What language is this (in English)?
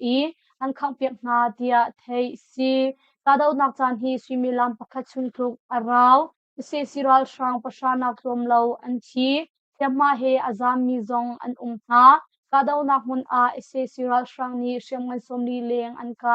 Hakha Chin